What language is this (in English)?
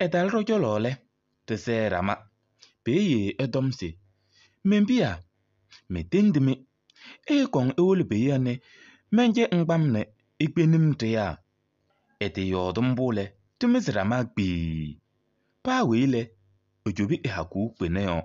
Kabiyè